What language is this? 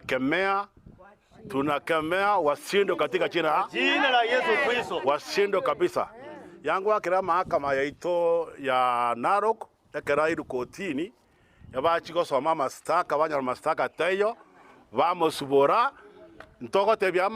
Gusii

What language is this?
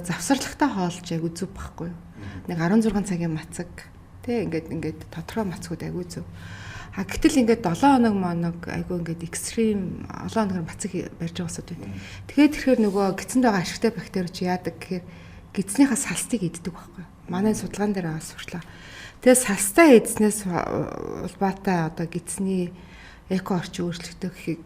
Mongolian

